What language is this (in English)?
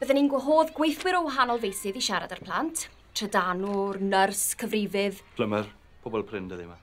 Welsh